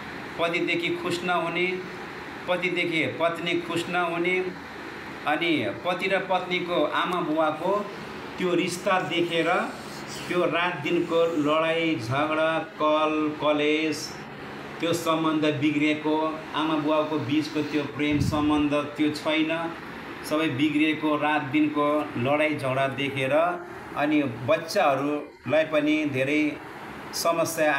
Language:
Nepali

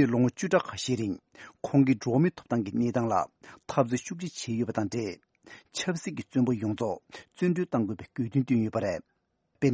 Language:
Tibetan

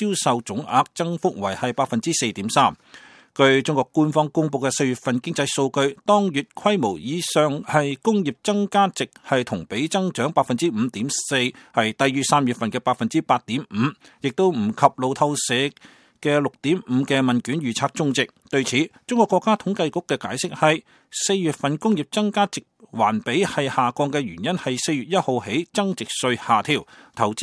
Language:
Cantonese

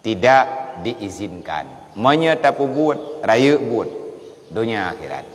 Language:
Achinese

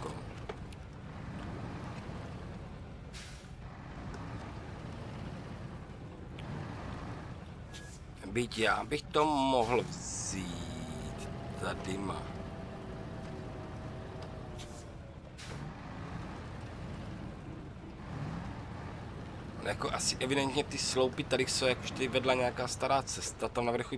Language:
Czech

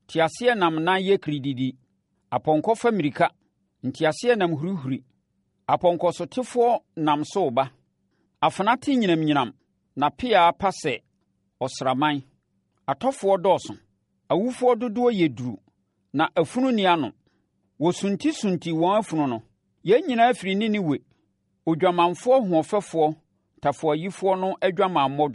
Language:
Akan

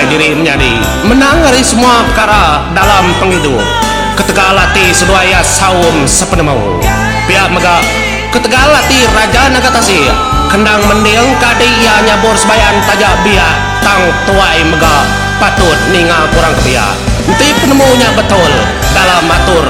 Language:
Iban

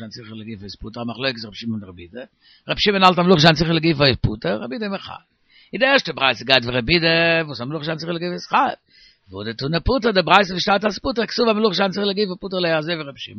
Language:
Yiddish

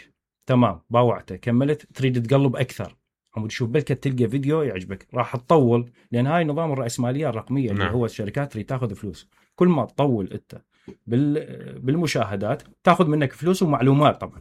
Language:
Mesopotamian Arabic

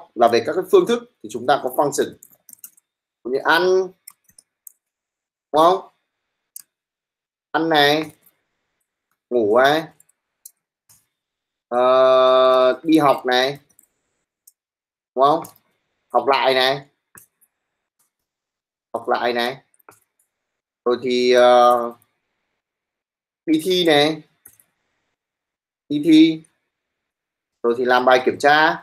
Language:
Vietnamese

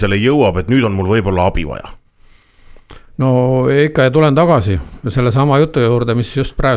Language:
Estonian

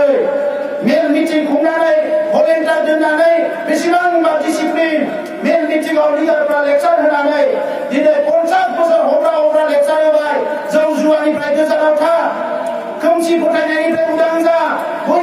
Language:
Bodo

